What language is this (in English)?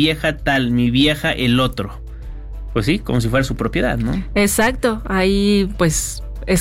Spanish